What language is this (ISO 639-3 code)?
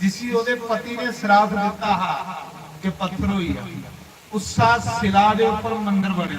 doi